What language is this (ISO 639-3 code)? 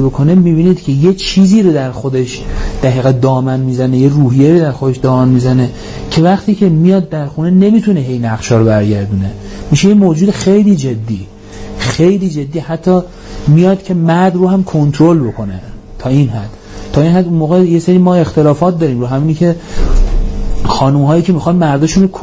fas